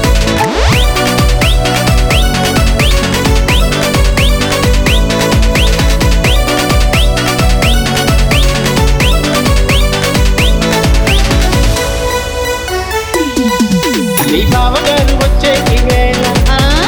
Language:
Telugu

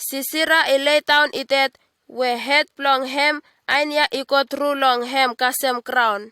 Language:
Bislama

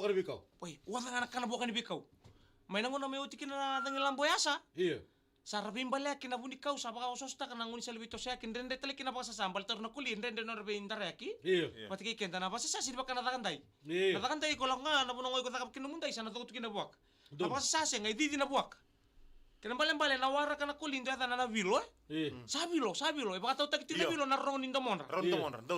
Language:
Fijian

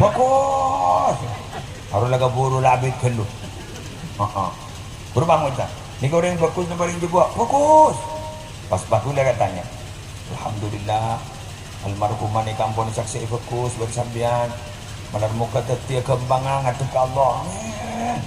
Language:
Madurese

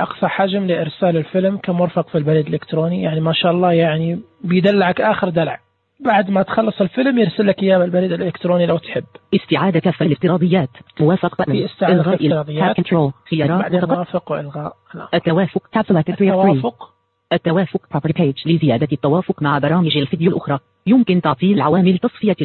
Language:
Najdi Arabic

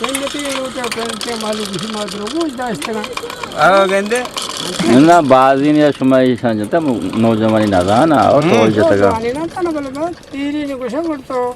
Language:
Eastern Balochi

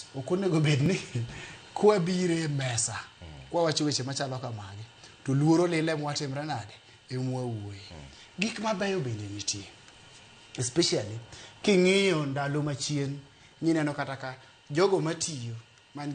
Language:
Luo (Kenya and Tanzania)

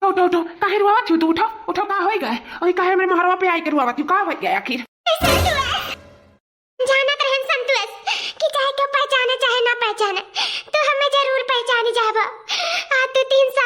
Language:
Awadhi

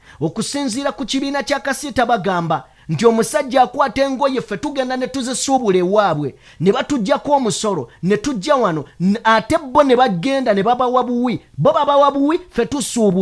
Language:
Ganda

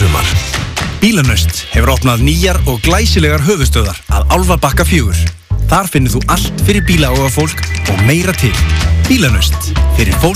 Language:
Icelandic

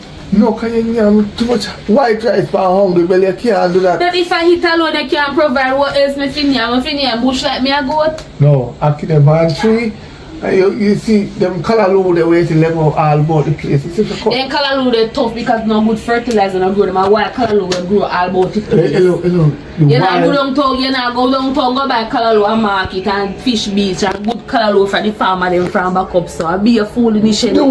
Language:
Jamaican Creole English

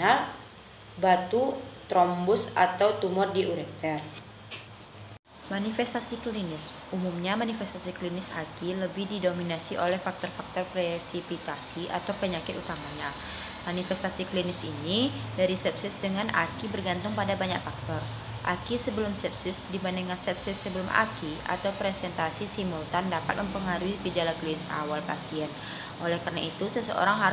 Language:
Indonesian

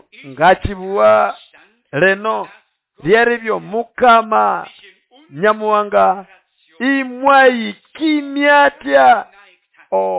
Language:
Nande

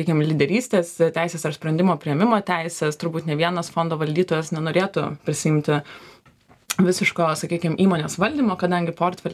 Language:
Lithuanian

